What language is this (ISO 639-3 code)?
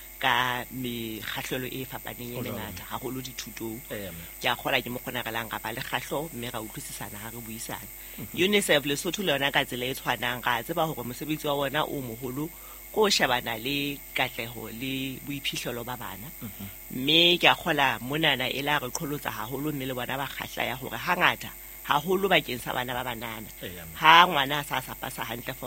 sot